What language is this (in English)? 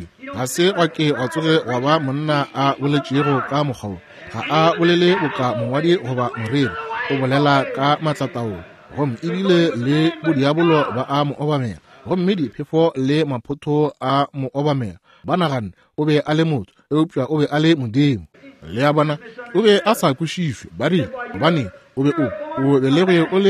Northern Sotho